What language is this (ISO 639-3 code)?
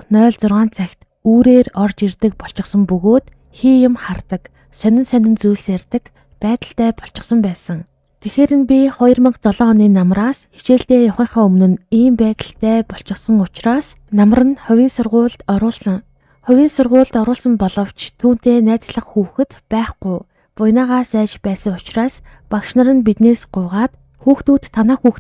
mon